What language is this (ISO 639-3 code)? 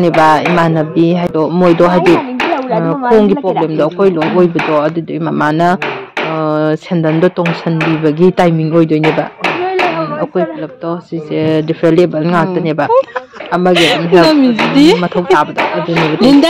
mni